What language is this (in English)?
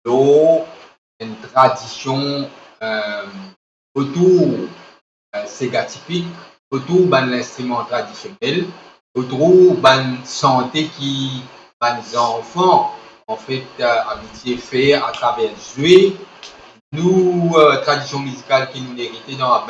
Morisyen